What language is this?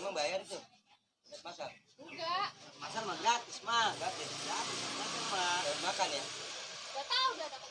Betawi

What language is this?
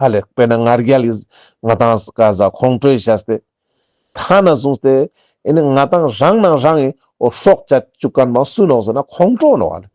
Ladakhi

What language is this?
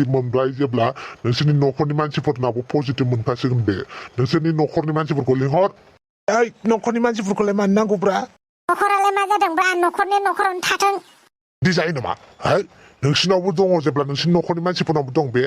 Bodo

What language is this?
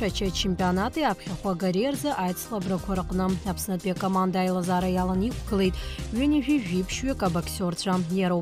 Abkhazian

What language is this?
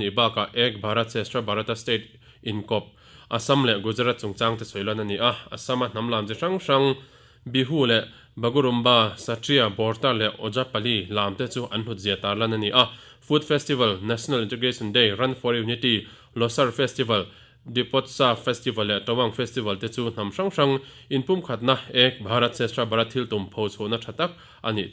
Mizo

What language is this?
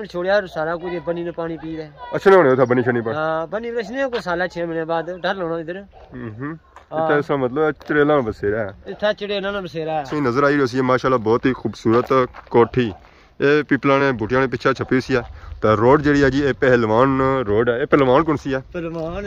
Pahari-Potwari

